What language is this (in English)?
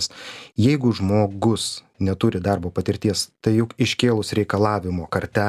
Lithuanian